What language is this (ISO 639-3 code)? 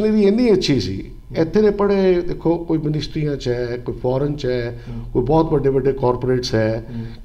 pan